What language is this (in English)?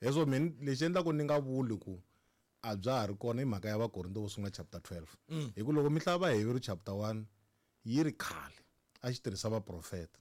Tsonga